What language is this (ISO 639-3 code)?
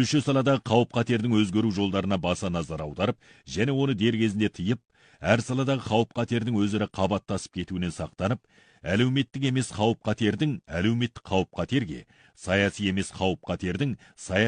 kaz